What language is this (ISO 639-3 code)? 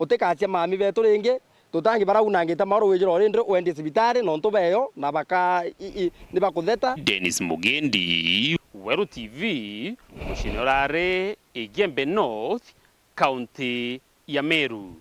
mer